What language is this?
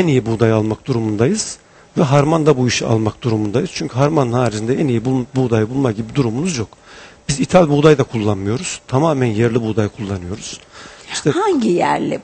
Turkish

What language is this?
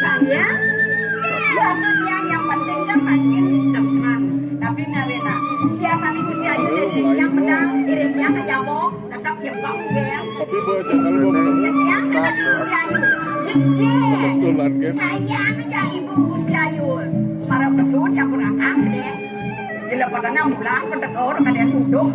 Balinese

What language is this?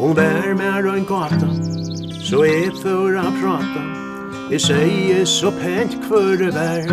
Faroese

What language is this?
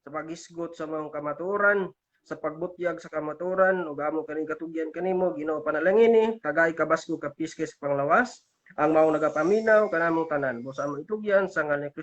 Cebuano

